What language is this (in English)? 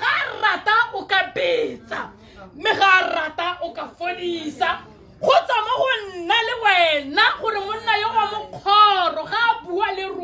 Tswana